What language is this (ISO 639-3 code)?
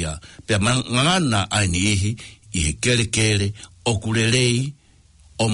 ton